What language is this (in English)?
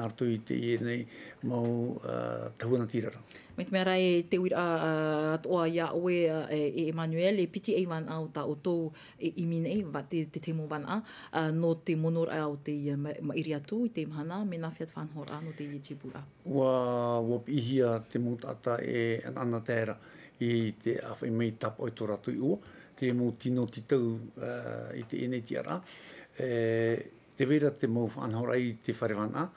Tahitian